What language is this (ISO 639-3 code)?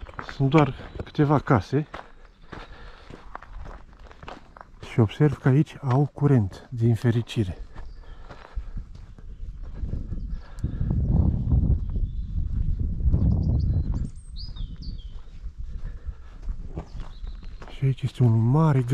ron